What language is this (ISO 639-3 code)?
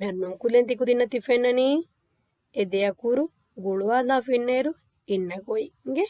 div